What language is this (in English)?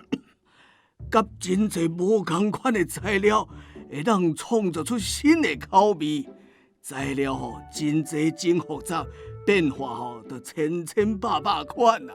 Min Nan Chinese